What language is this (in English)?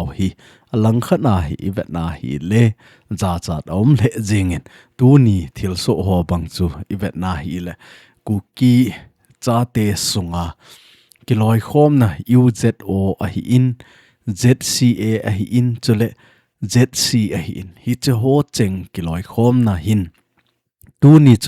Thado Chin